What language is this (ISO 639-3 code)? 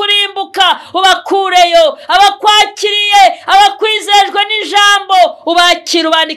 kin